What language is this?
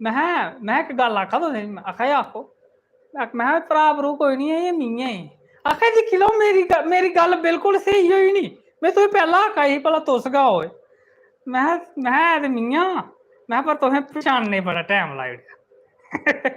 Dogri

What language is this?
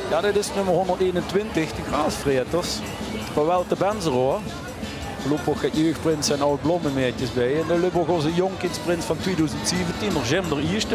Limburgish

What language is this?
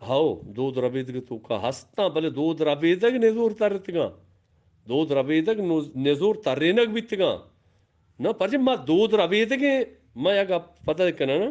Eastern Balochi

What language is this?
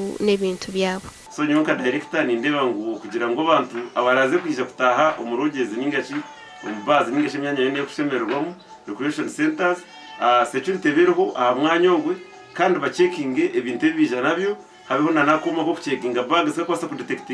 Nyankole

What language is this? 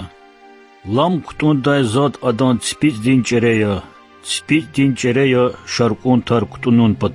Lezghian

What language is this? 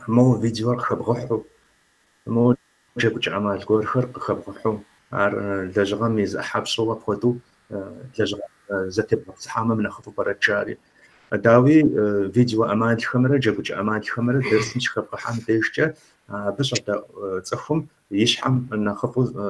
Kabardian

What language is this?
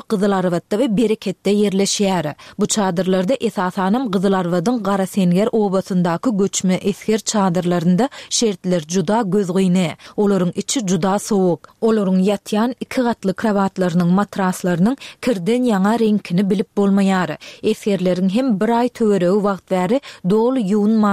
Turkmen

